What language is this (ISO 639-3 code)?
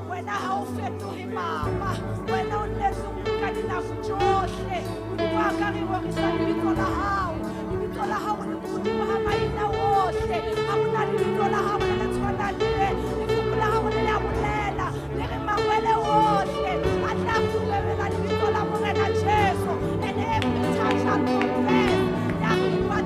sot